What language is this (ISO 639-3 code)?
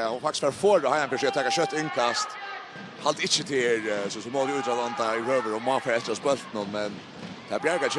fao